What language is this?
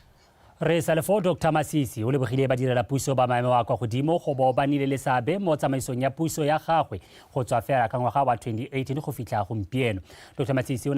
Tswana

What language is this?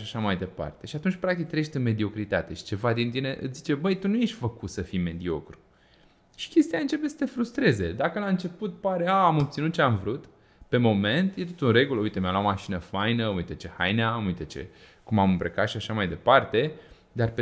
Romanian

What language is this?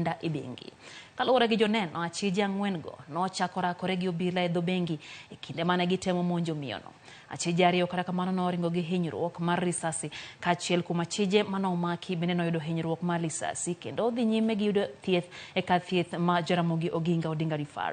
Luo (Kenya and Tanzania)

